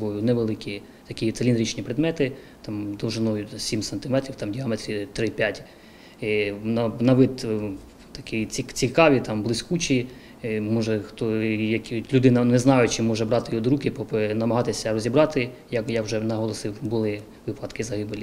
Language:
Ukrainian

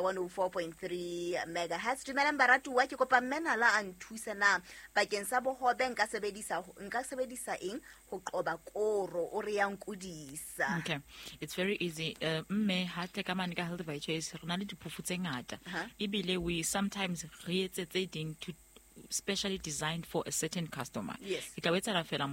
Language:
Southern Sotho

